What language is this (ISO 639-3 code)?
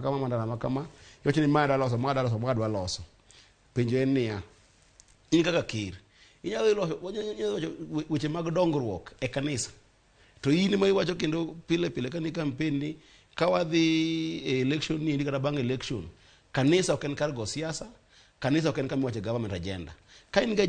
luo